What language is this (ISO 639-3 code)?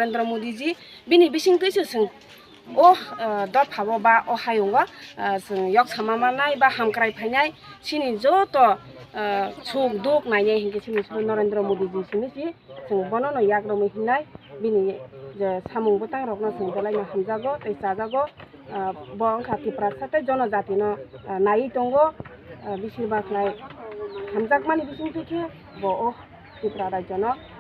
trp